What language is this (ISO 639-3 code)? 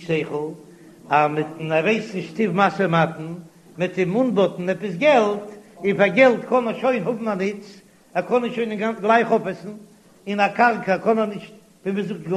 yid